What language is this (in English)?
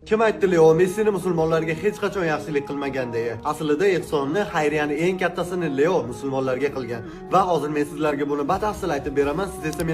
Uzbek